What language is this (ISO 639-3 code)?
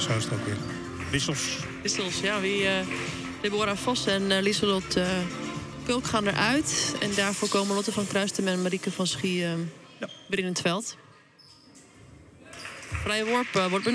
nld